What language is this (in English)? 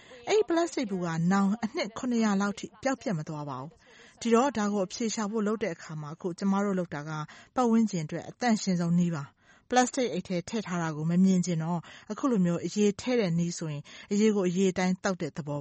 Burmese